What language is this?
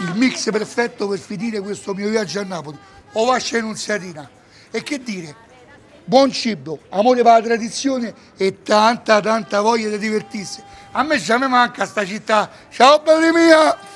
Neapolitan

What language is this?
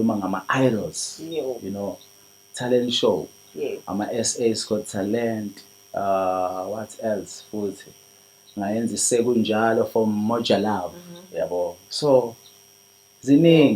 Zulu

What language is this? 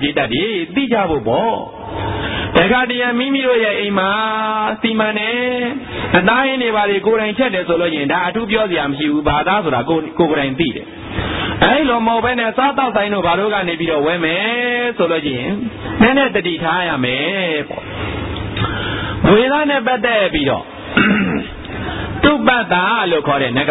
Burmese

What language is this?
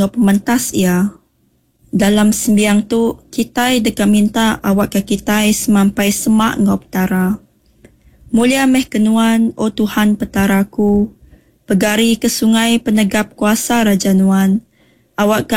Iban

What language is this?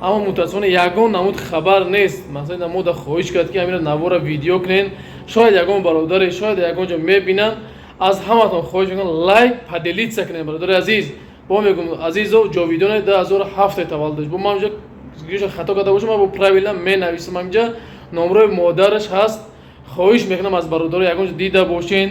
Tajik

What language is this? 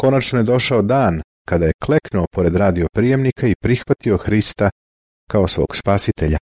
Serbian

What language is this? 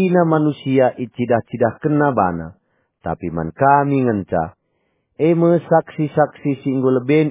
Batak Karo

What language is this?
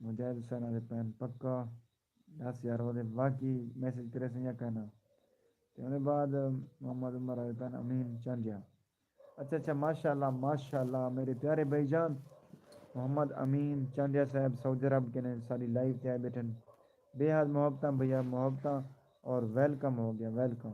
Saraiki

